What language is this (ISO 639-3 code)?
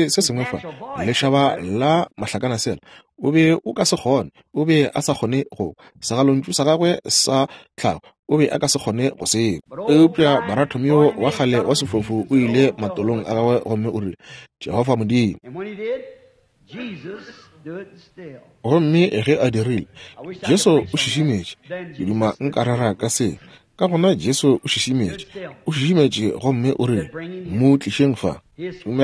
nso